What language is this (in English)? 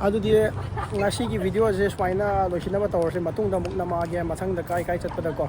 Manipuri